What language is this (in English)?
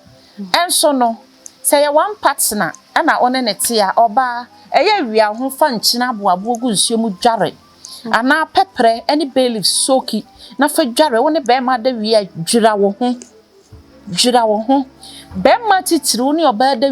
Akan